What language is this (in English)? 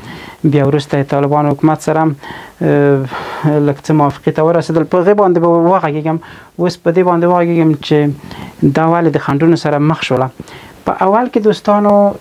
Pashto